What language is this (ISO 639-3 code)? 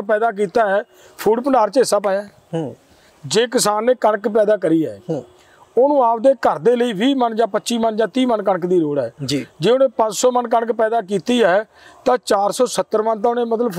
pan